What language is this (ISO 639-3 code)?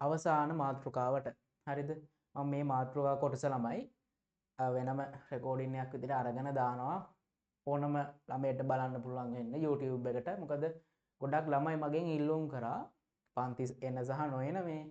sin